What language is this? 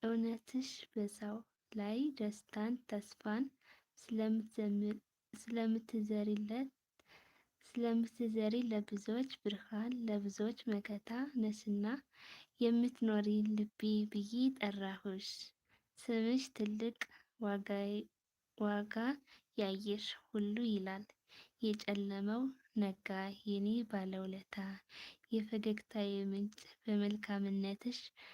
Amharic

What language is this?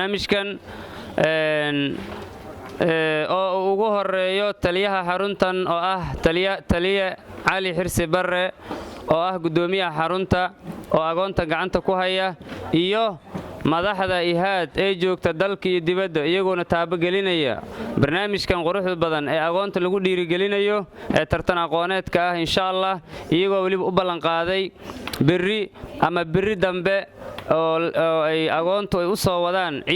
Somali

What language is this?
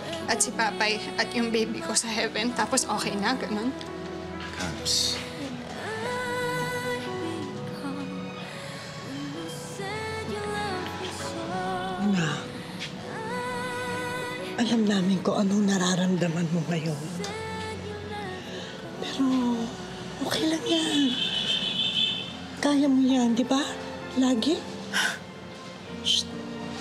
Filipino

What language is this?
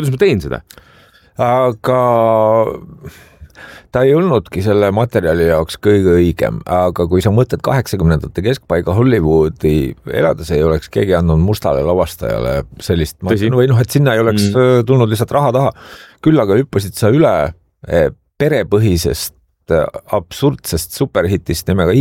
Estonian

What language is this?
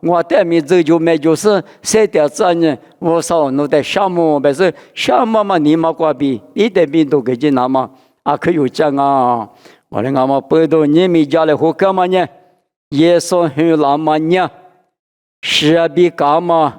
Lisu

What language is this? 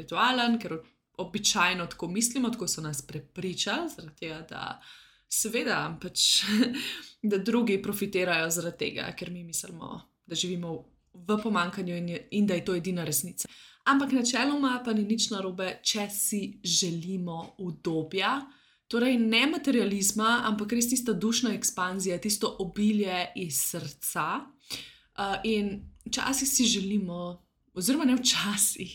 Slovenian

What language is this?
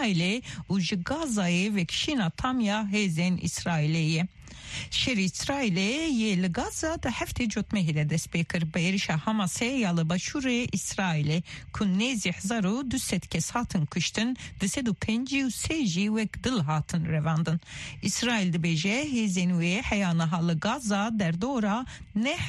Kurdish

